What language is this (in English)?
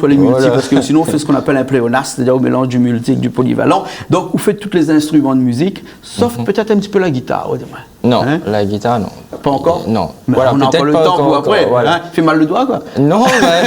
Réunion Creole French